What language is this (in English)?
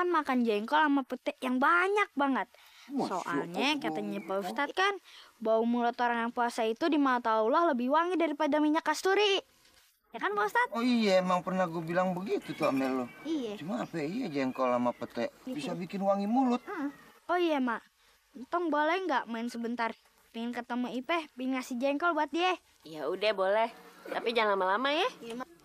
Betawi